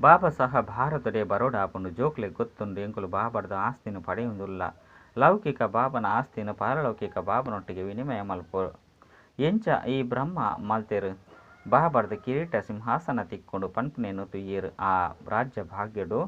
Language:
Tulu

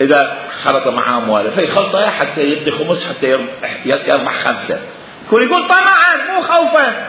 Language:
Mesopotamian Arabic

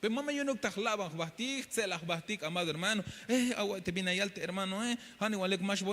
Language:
Tzeltal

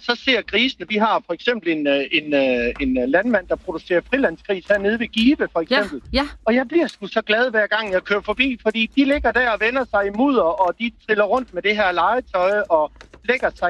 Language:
Danish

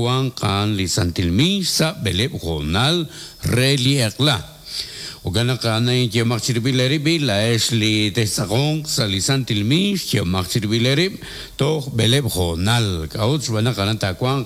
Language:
Kekchí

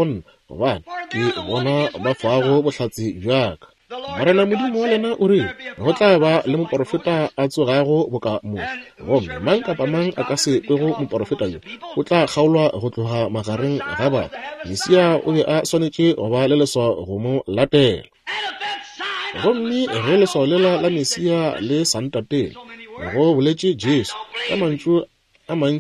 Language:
Northern Sotho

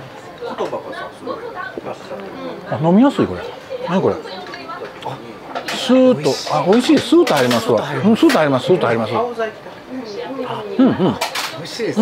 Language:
Japanese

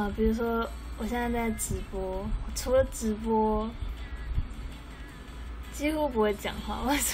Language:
Chinese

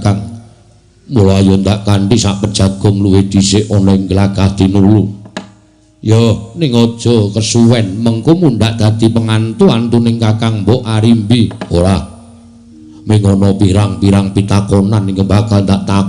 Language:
Javanese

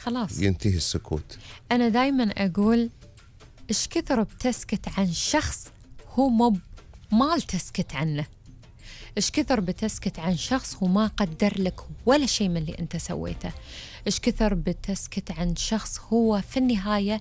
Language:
Gulf Arabic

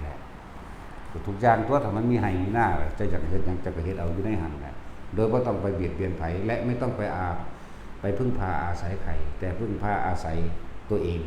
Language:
Lao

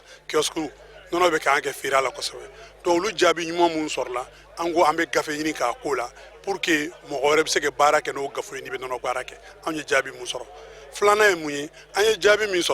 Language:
Bambara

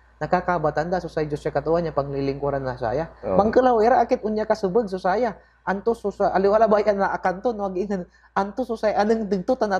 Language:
Pangasinan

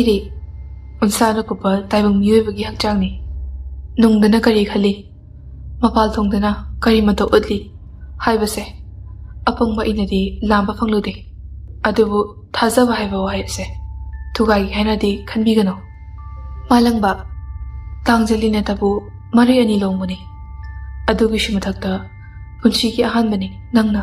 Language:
Manipuri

